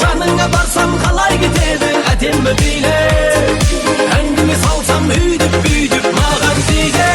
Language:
Kara-Kalpak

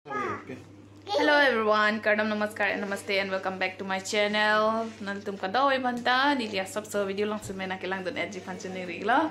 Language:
Karbi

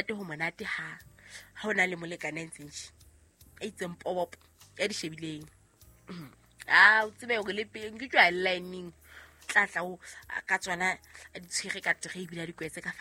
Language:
Southern Sotho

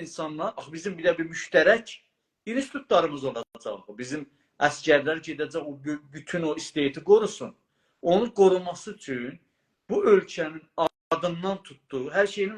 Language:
South Azerbaijani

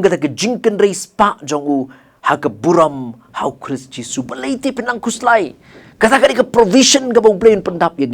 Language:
Khasi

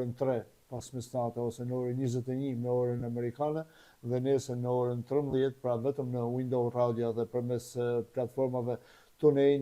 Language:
Albanian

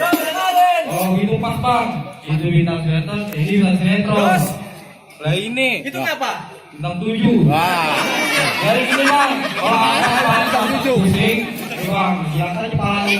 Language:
Betawi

